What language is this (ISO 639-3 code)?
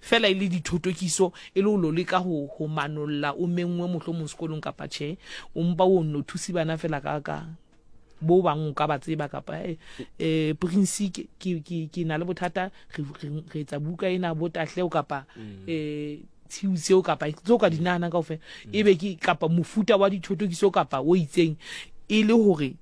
sot